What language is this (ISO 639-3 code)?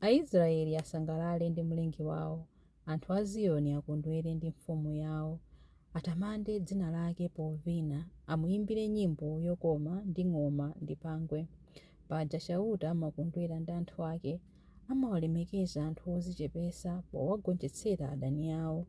nya